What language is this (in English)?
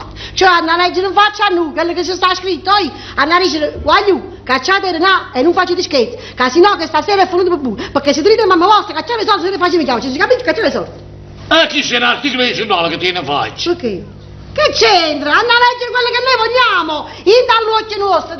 Neapolitan